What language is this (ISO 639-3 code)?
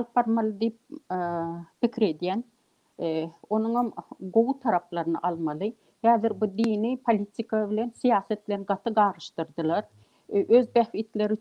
tuk